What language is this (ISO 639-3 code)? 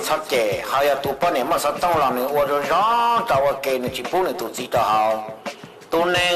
hmn